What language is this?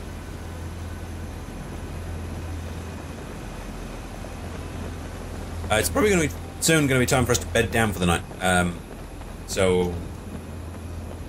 English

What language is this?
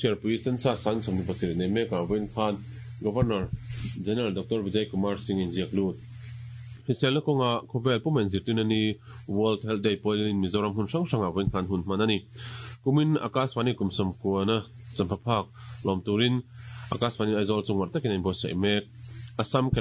Mizo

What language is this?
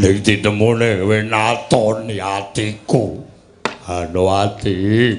Javanese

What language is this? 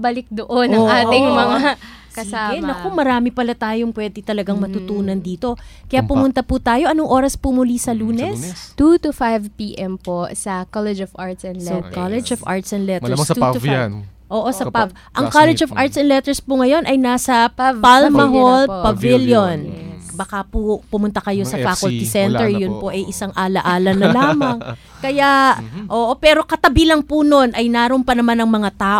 Filipino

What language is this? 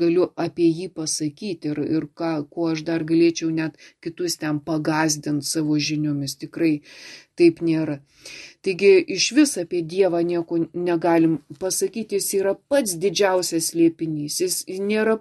Lithuanian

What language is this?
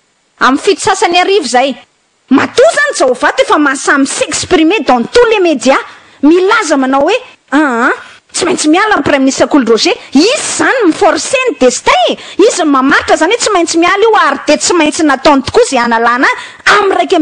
Malagasy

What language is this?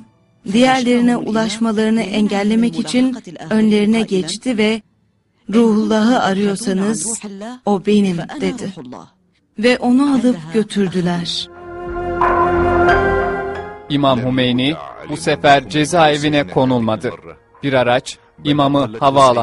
Turkish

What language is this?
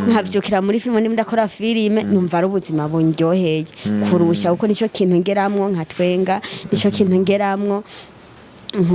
Rundi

